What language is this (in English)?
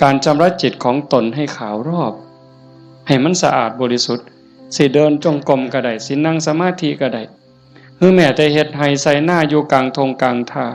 Northeastern Thai